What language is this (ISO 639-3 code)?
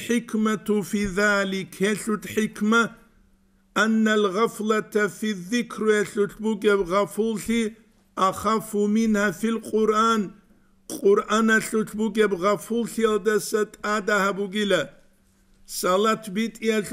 ava